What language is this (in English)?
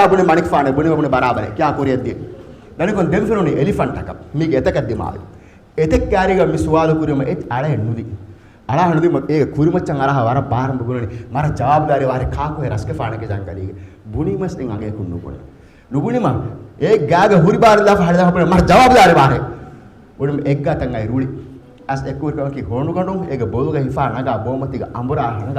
Divehi